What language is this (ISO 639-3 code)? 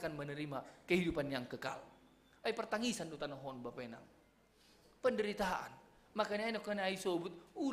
bts